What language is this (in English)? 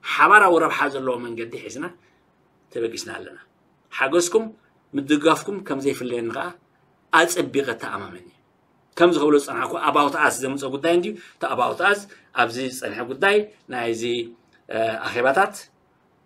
Tigrinya